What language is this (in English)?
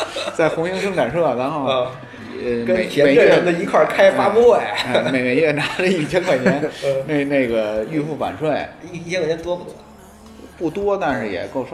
Chinese